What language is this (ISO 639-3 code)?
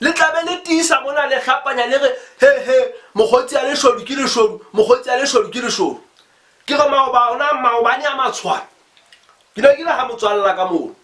sot